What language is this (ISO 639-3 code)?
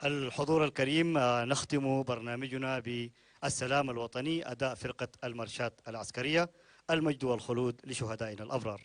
tir